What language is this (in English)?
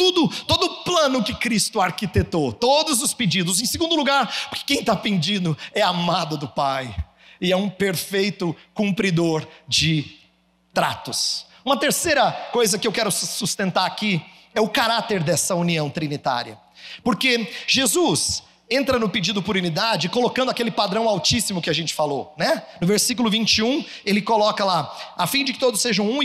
Portuguese